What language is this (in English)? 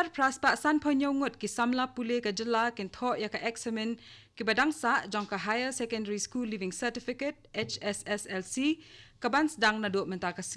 Khasi